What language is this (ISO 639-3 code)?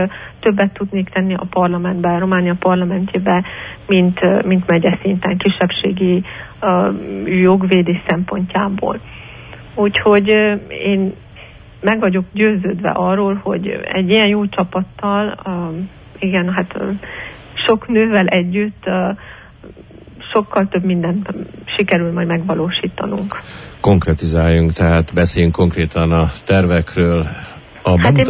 hun